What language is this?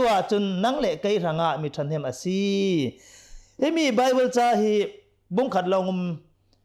Hakha Chin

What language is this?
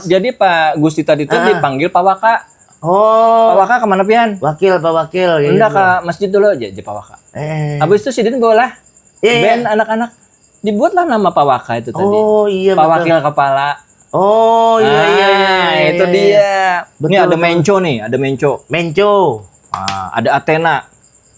Banjar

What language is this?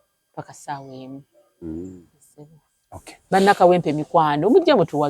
Ganda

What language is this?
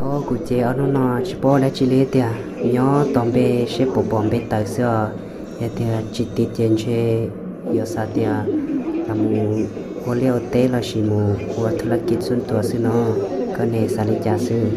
Hmong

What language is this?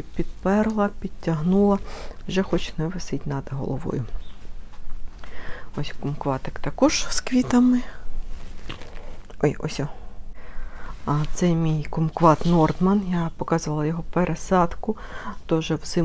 Ukrainian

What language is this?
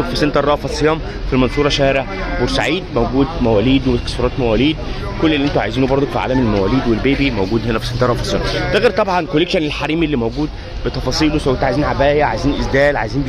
Egyptian Arabic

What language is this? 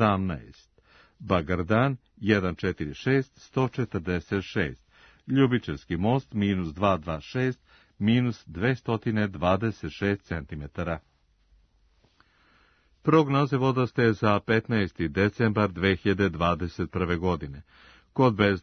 Serbian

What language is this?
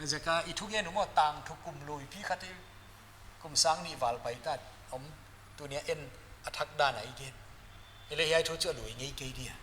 Paite Chin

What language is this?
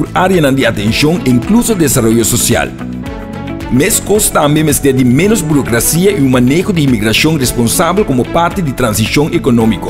Papiamento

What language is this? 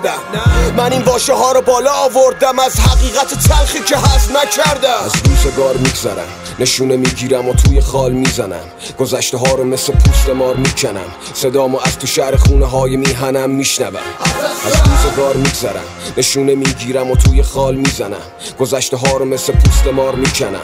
Persian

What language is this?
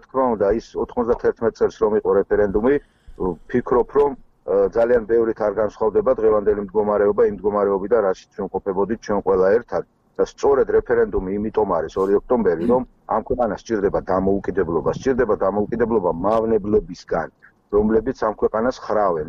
Georgian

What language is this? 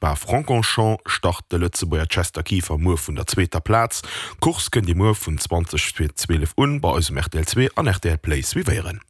Luxembourgish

